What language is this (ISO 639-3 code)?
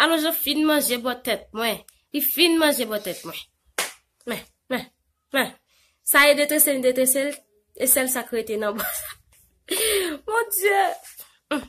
hat